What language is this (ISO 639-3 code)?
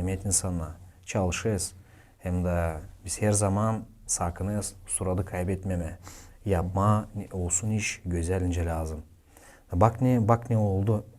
gag